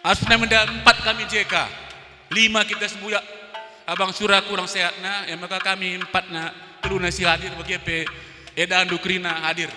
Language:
Batak Karo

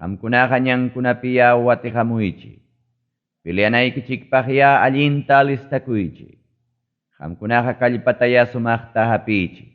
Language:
Ayacucho Quechua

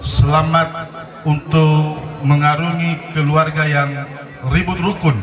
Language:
Nias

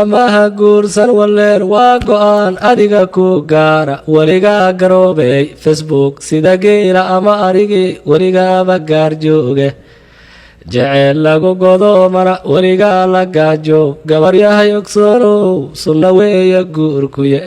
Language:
Somali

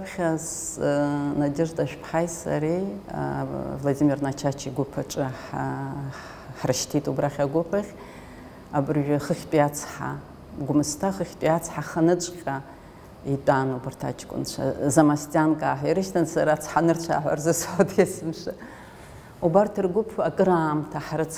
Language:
Abkhazian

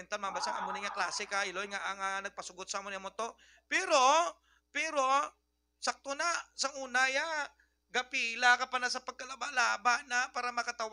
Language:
Hiligaynon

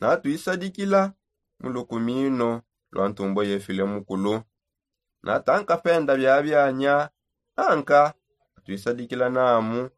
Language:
Songe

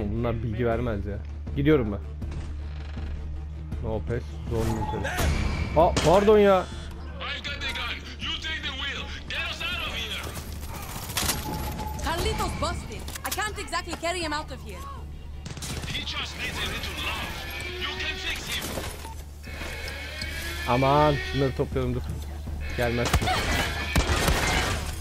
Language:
Turkish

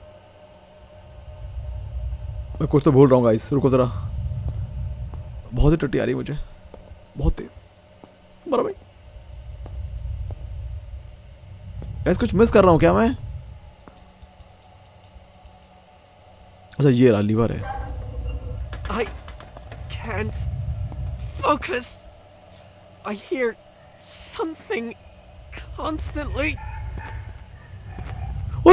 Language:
Hindi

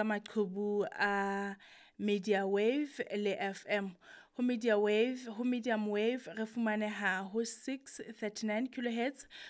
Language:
Southern Sotho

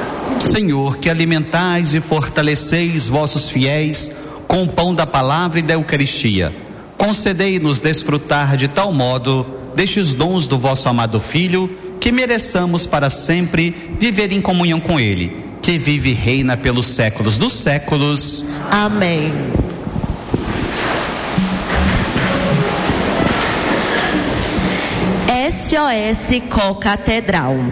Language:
Portuguese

